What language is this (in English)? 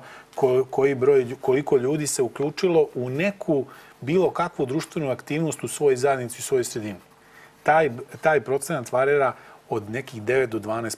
Serbian